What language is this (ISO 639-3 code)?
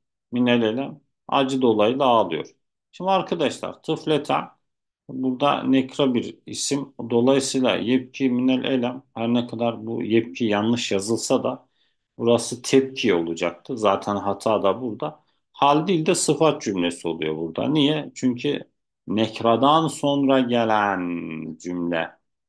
tur